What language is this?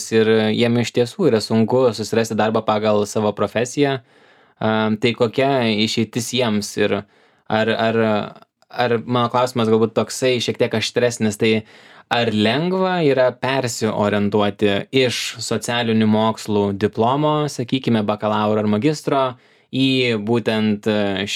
Lithuanian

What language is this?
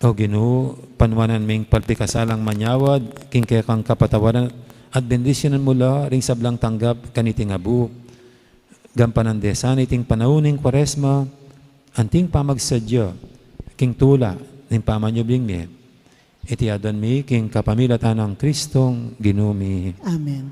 Pampanga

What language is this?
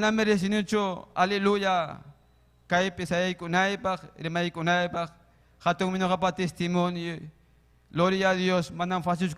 Ayacucho Quechua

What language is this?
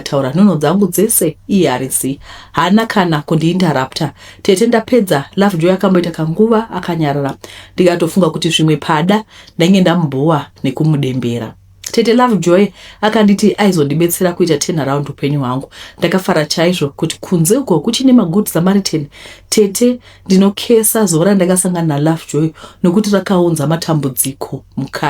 Shona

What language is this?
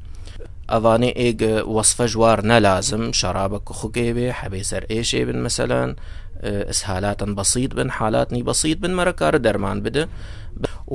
Kurdish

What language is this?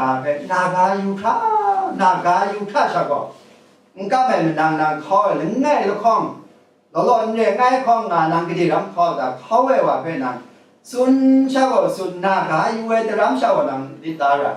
Kachin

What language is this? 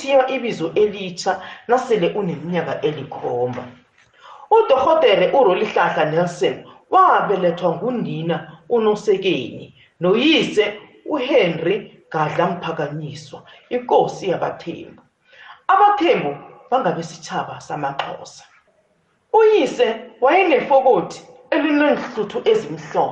South Ndebele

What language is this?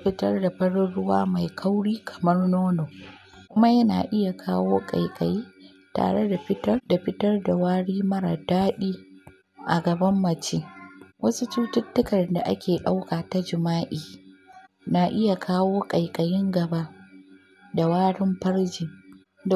Hausa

